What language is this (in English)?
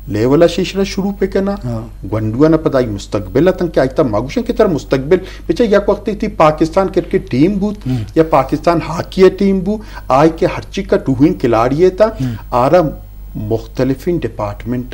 Eastern Balochi